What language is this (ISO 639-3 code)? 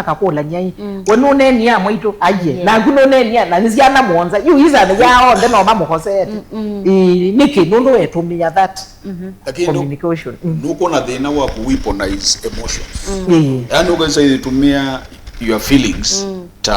kam